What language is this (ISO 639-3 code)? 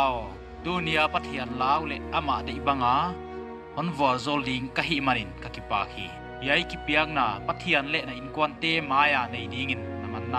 pck